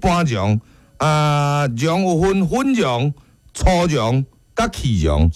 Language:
Min Nan Chinese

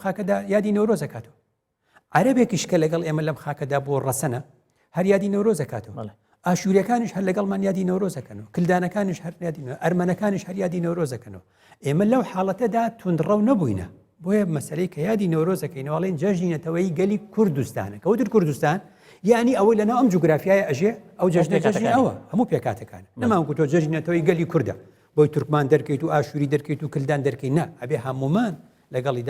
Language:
Central Kurdish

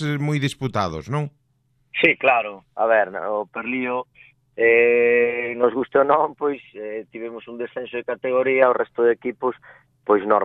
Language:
Galician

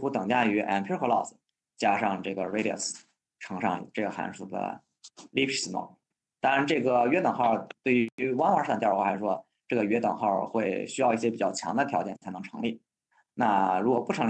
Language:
Chinese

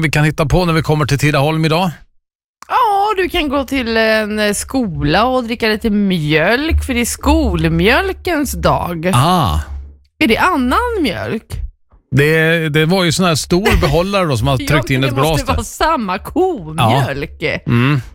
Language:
Swedish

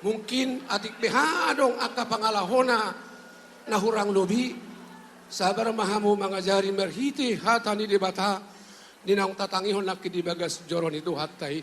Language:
Batak Toba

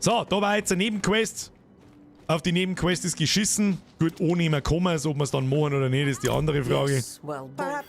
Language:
Bavarian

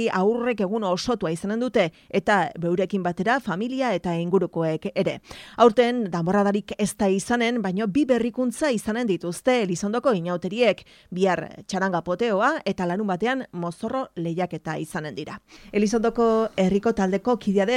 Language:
Basque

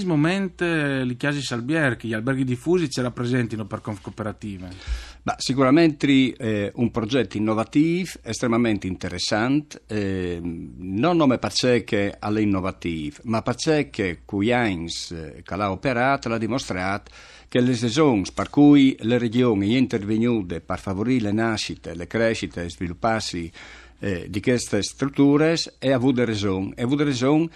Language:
Friulian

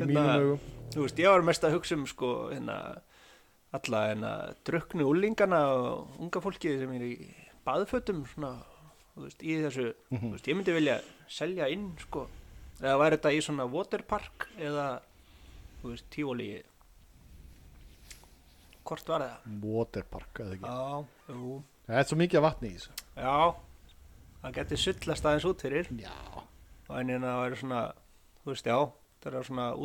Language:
Icelandic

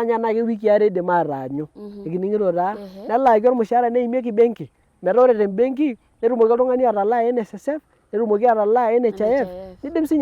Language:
Masai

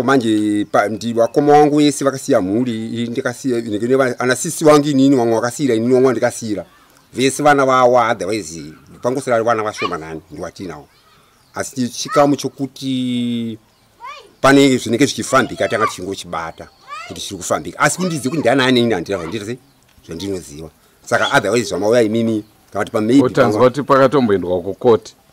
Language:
Shona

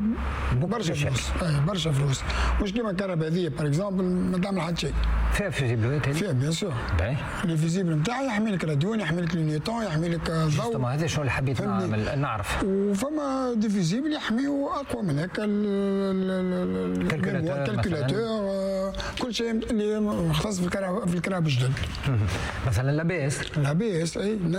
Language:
Tunisian Arabic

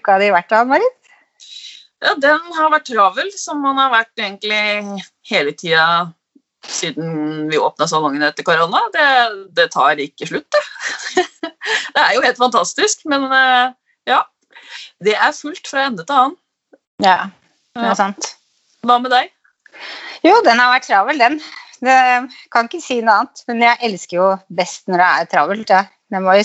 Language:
Norwegian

